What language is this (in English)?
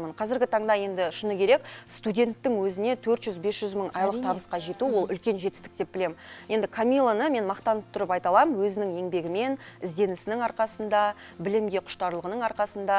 Kazakh